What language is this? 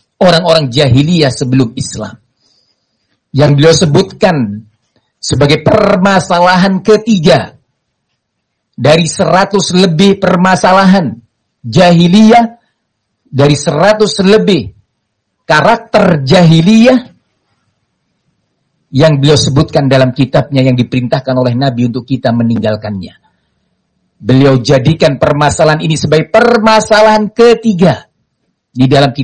Indonesian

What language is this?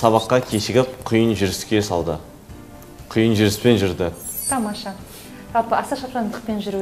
Kazakh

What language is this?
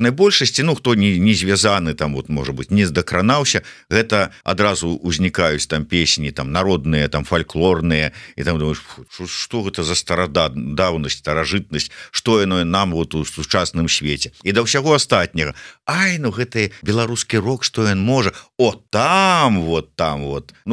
Belarusian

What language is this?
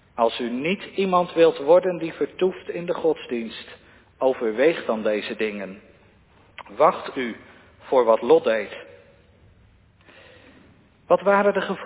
Dutch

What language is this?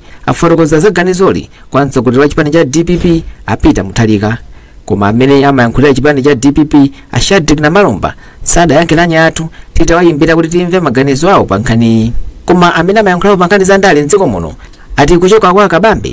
Nyanja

